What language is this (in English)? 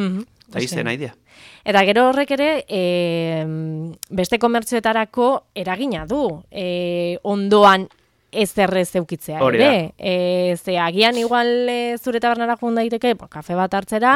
Basque